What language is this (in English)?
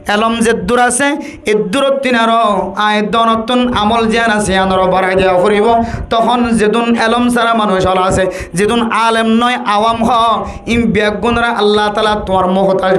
Rohingya